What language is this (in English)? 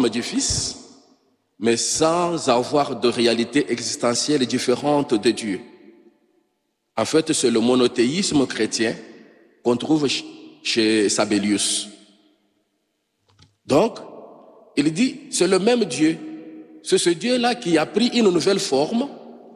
French